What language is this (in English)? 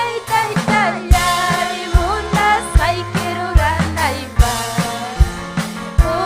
Ayacucho Quechua